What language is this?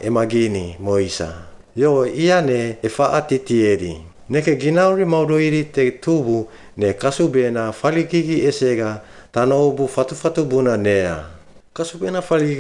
Suau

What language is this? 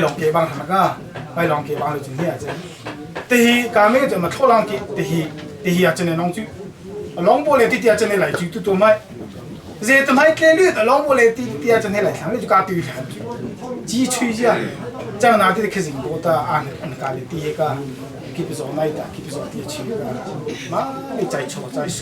Hakha Chin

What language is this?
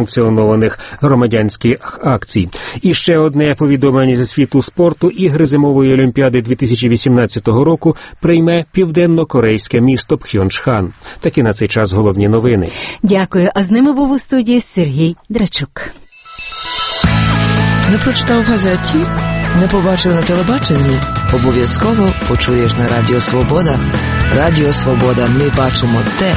Ukrainian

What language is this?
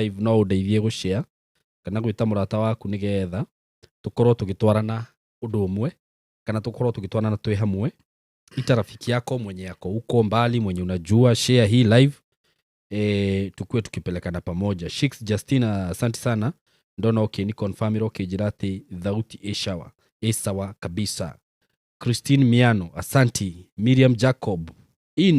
Kikuyu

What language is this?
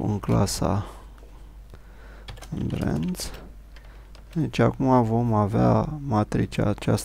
Romanian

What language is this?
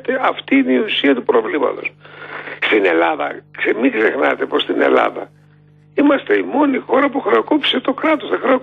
Greek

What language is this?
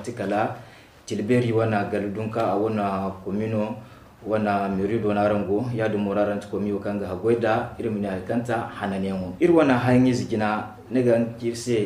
Zarma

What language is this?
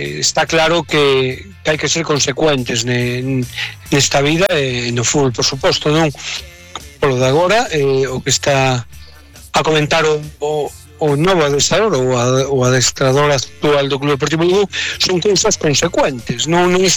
Galician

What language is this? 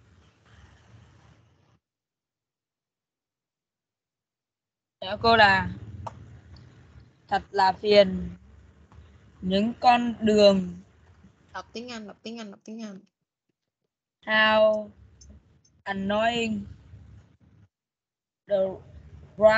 Vietnamese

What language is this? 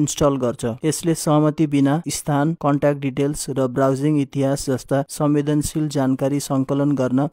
Nepali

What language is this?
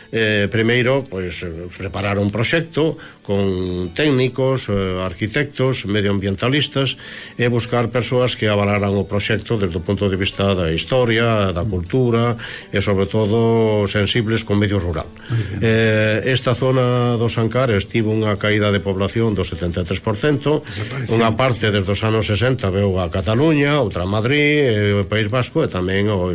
Galician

